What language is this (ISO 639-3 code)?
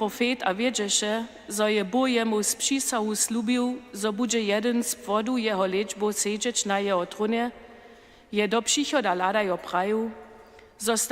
hsb